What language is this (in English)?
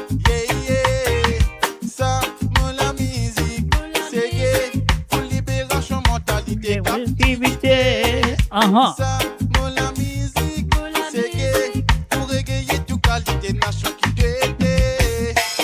Morisyen